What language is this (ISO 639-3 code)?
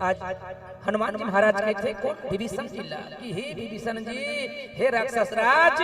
hne